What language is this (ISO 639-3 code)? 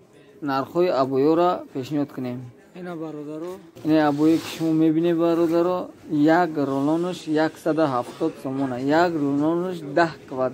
tgk